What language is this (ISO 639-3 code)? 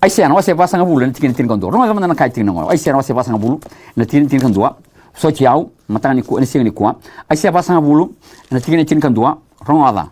fij